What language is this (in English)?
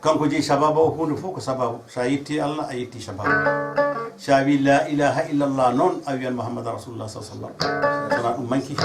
Fula